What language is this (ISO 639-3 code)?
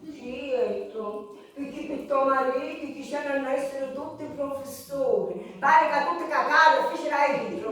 scn